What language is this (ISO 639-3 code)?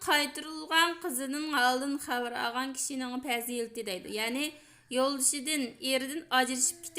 uig